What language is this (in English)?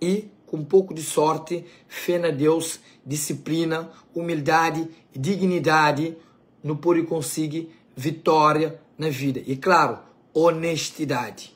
Kabuverdianu